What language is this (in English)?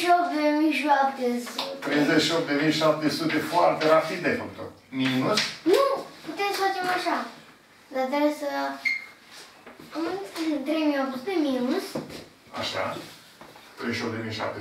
Romanian